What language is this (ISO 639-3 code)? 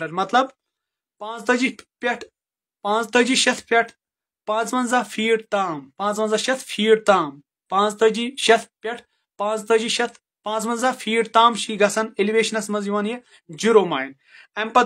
kas